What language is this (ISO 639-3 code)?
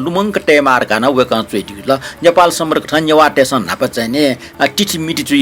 new